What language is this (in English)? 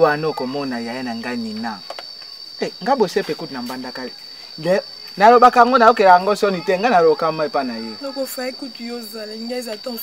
Lingala